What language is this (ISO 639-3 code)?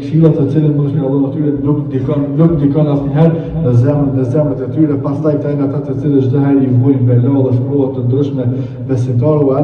sqi